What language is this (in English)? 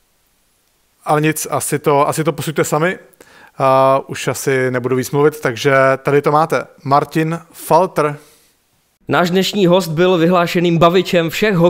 Czech